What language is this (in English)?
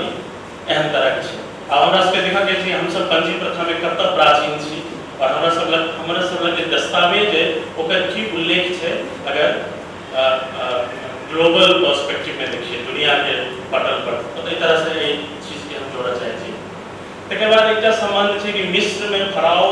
Maithili